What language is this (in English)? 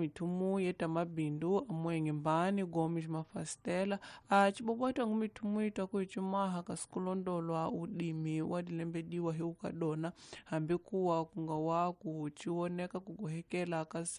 Tsonga